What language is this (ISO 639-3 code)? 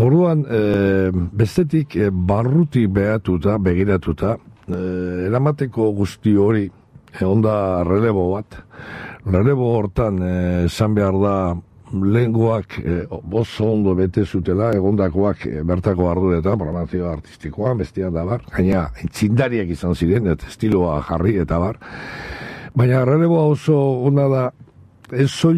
eus